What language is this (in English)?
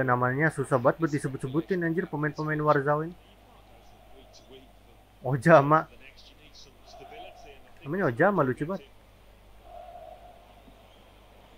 Indonesian